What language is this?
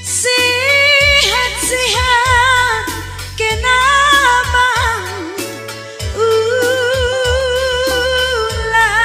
Batak Karo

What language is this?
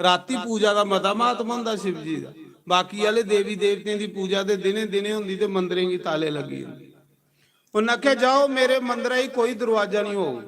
Dogri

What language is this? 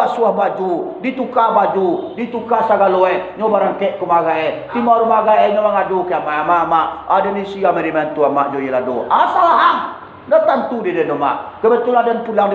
Minangkabau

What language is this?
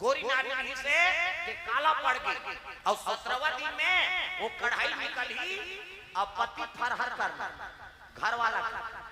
Chhattisgarhi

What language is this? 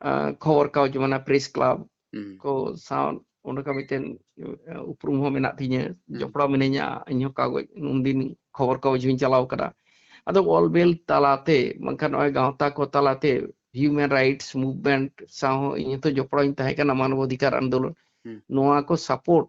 Santali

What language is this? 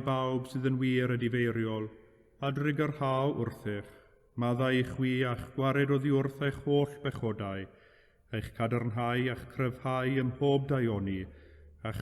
Welsh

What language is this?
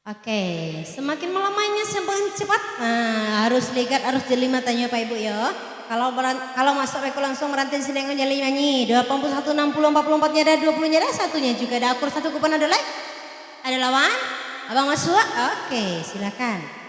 Minangkabau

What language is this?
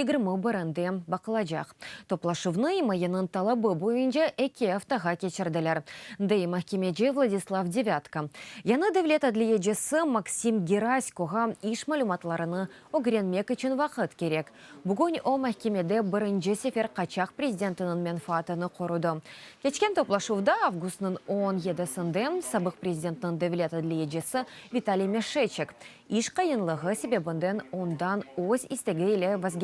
Crimean Tatar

